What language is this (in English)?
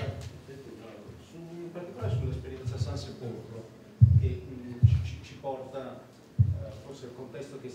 Italian